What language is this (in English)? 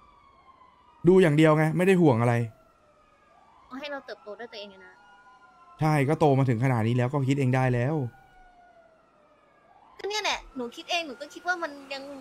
Thai